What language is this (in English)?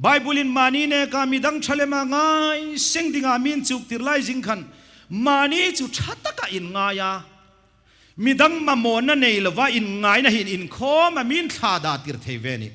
Hmar